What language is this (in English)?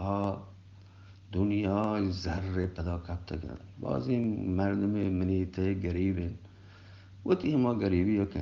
Eastern Balochi